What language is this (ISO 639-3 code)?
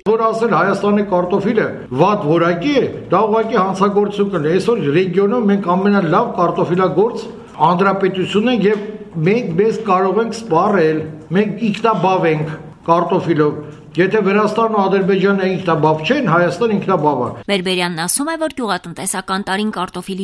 hye